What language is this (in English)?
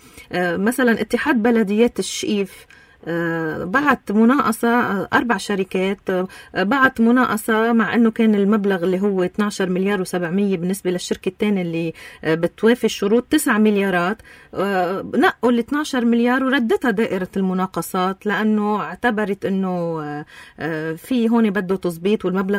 North Levantine Arabic